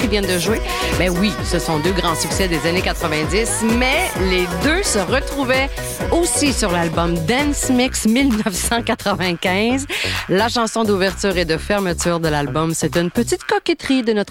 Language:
French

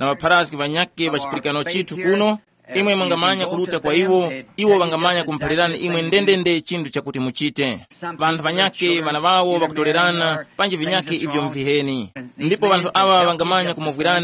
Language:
Tumbuka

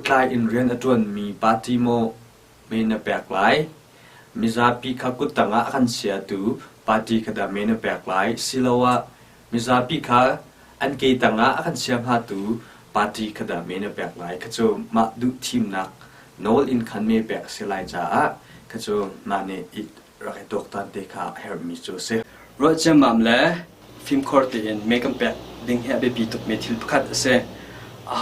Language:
Hakha Chin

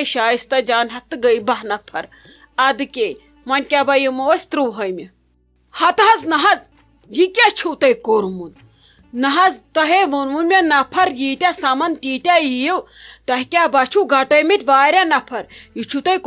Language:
Kashmiri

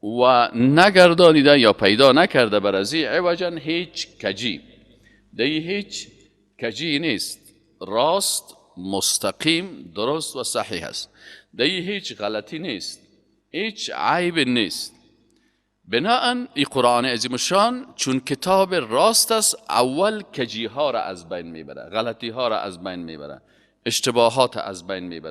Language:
Persian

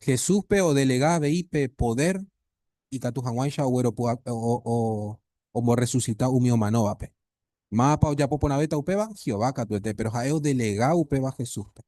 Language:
Guarani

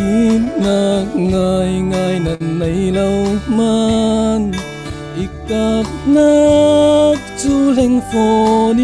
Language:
Falam Chin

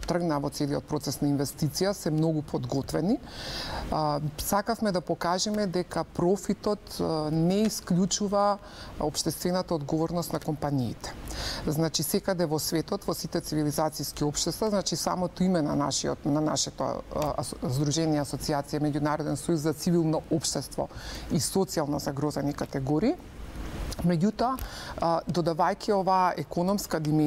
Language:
Macedonian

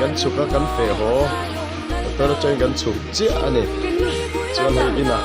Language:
Mizo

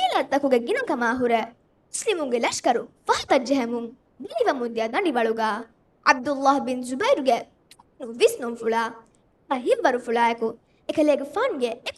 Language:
Divehi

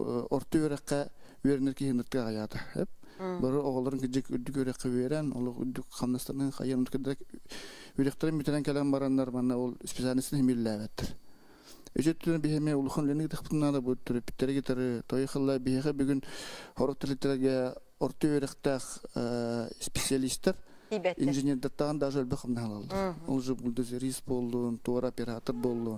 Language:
Yakut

